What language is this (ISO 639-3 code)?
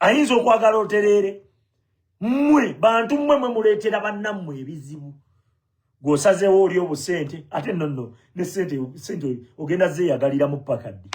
lug